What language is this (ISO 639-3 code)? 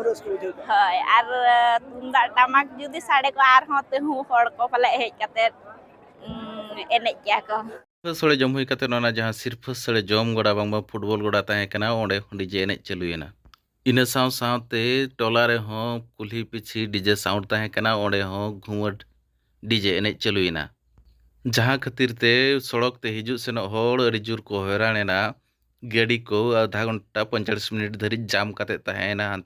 sat